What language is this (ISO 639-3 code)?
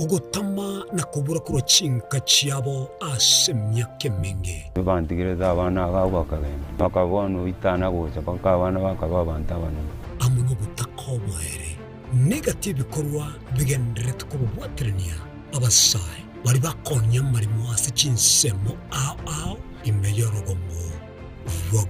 guz